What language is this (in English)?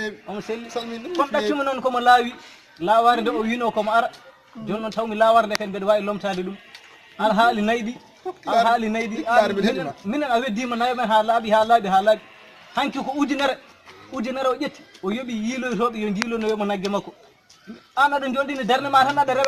Fula